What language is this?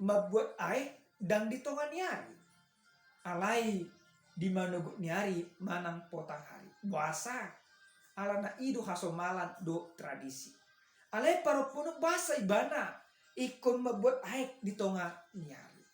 Batak Toba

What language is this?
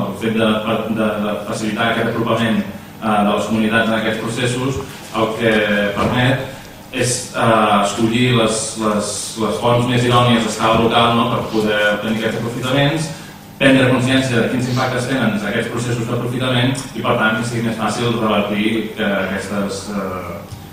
Catalan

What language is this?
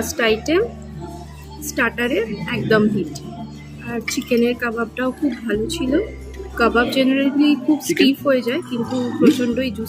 Bangla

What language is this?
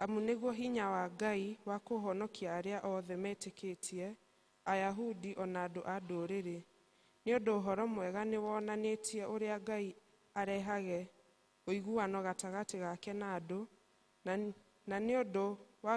Kikuyu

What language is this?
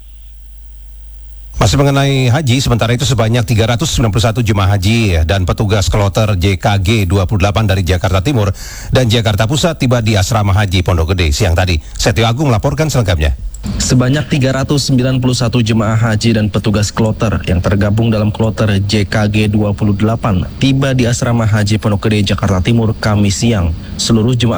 Indonesian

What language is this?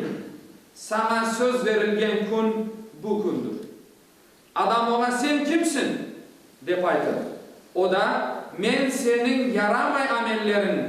Crimean Tatar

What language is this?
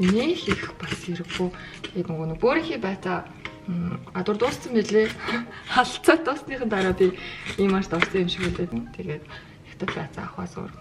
Mongolian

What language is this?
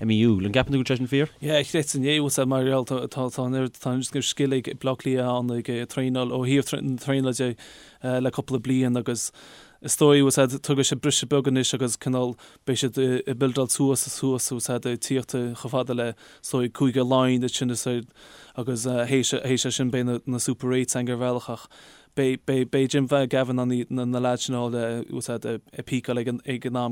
Irish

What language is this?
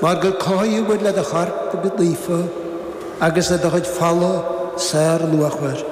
Irish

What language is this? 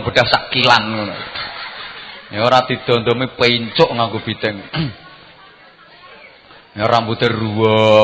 Javanese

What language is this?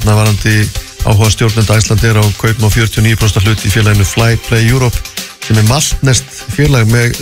Icelandic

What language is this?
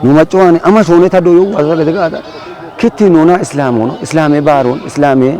Kafa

